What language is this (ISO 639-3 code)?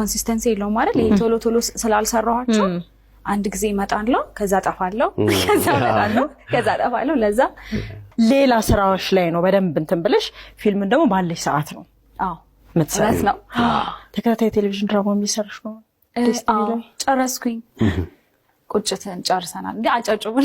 amh